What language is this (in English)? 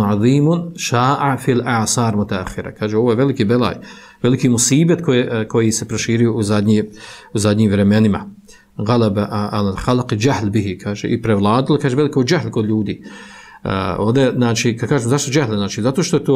Bosnian